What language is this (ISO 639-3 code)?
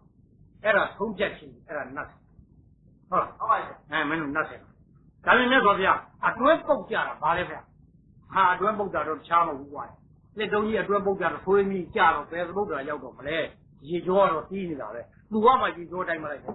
mya